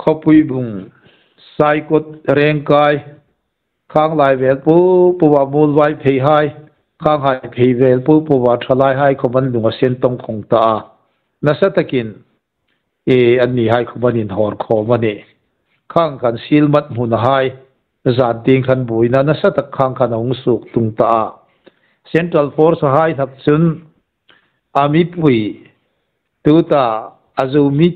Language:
Hmar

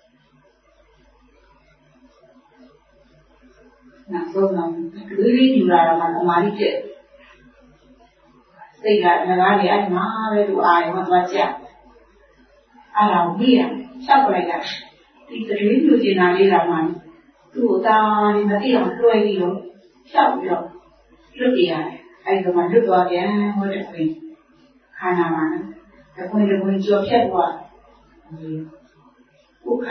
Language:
Burmese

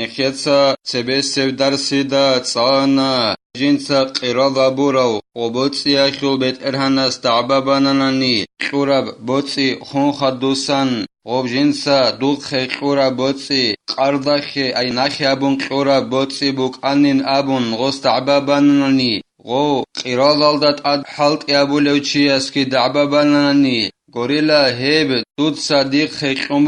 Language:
Avaric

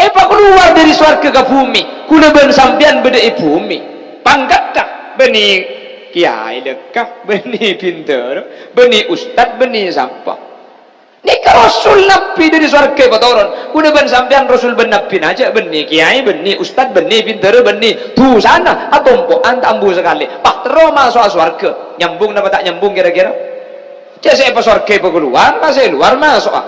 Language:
Madurese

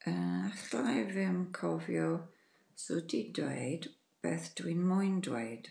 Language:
Welsh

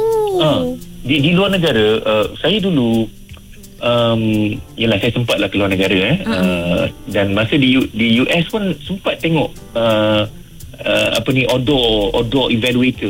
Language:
Malay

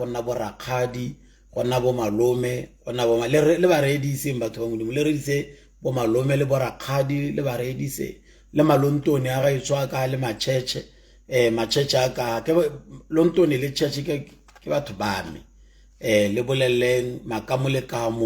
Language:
Tswana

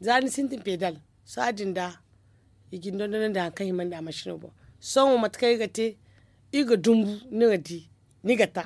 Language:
Zarma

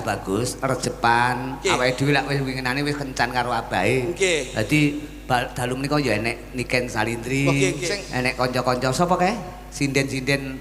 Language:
Javanese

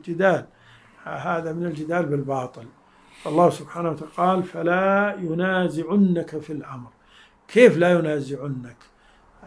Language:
Arabic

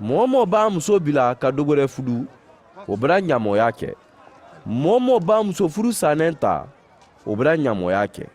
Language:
Mandingo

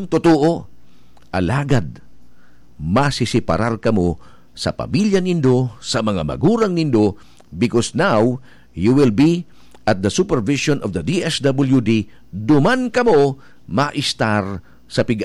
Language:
Bikol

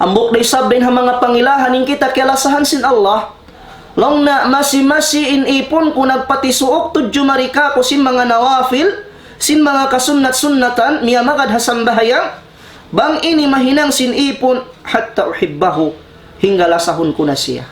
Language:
Tausug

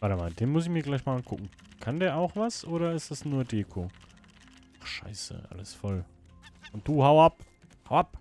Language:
Swiss German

